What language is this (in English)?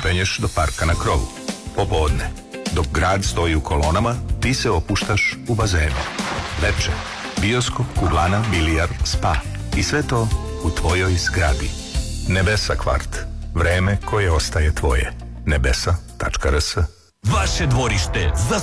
Serbian